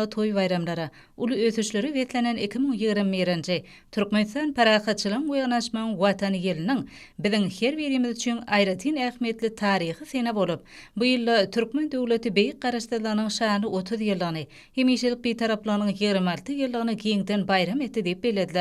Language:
Turkmen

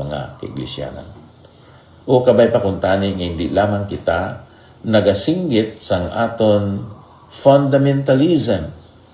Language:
Hiligaynon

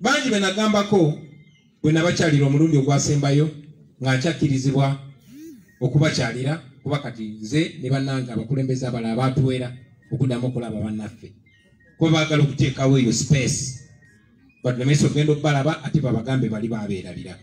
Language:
Ganda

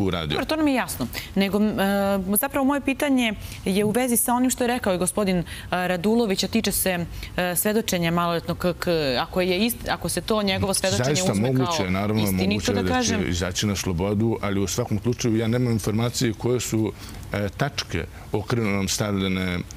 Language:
Serbian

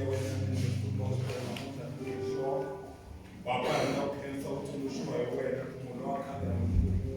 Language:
Tsonga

